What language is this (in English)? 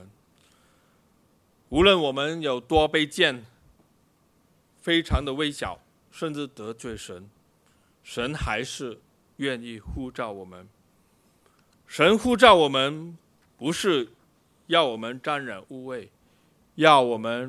Chinese